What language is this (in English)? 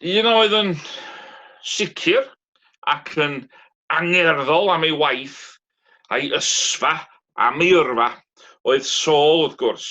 Welsh